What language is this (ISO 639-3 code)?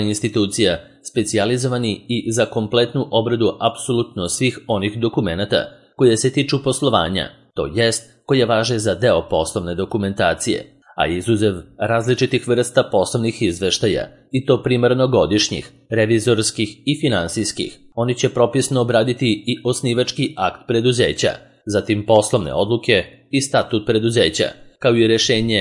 srp